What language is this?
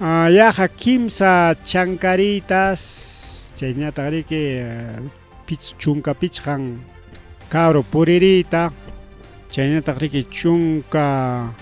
Ayacucho Quechua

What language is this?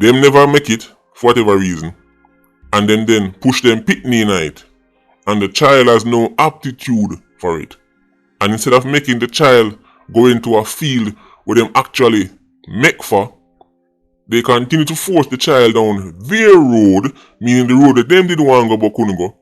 Jamaican Creole English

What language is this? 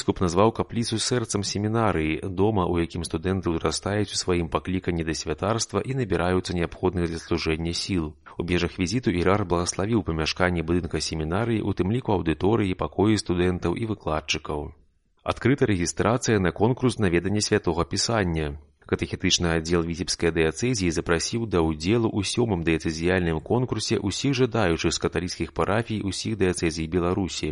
Belarusian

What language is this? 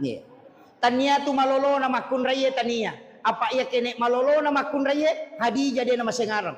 Buginese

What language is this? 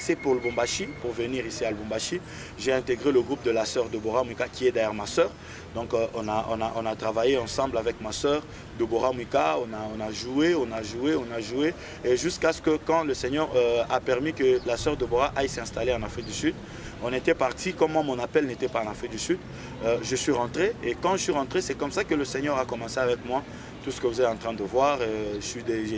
French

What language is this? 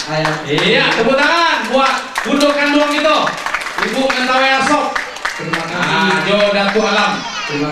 Minangkabau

